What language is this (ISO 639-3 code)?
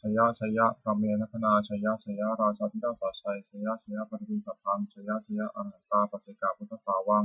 pli